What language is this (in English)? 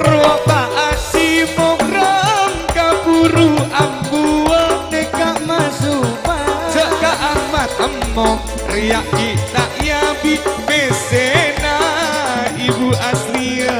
Madurese